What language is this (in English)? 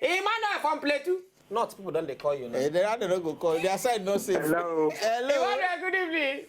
Nigerian Pidgin